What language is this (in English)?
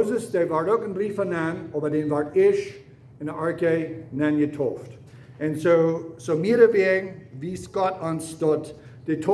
Plautdietsch